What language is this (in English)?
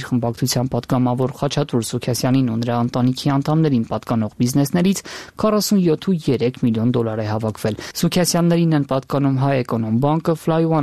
Armenian